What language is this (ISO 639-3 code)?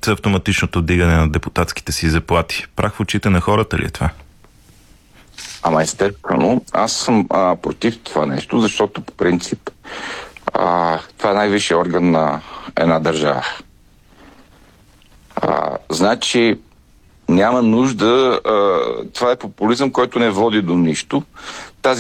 bul